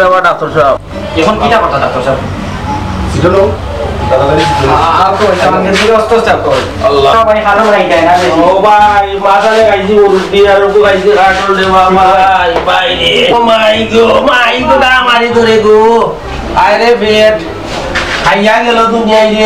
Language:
Sylheti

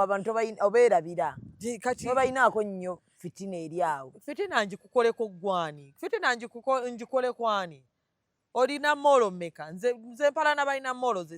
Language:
Ganda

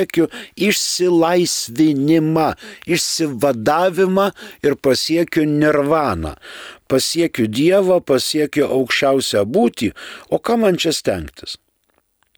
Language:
Lithuanian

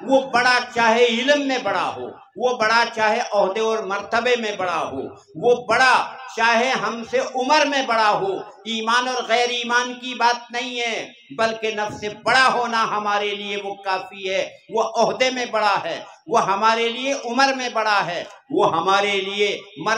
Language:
Urdu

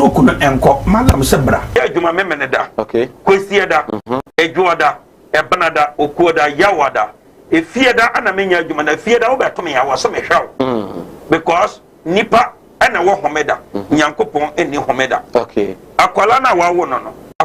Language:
Akan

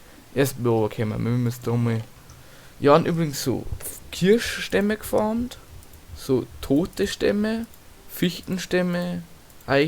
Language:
Bavarian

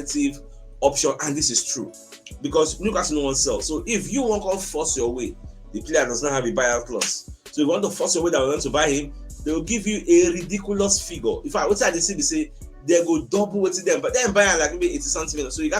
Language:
Nigerian Pidgin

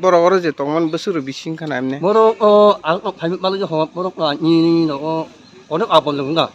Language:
Kok Borok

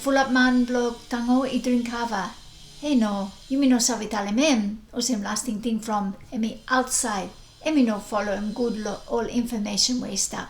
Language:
Bislama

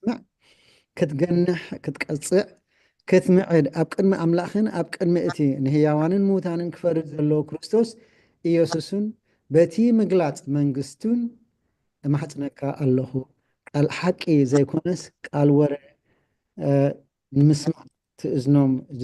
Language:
Tigrinya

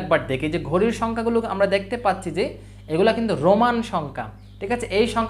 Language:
Bangla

